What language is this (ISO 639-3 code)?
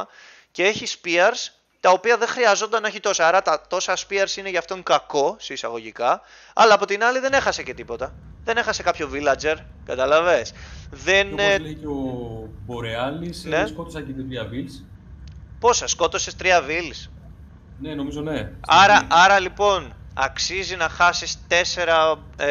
ell